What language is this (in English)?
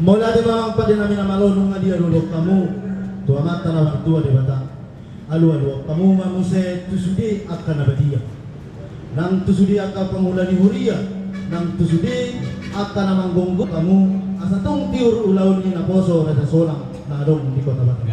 Batak Toba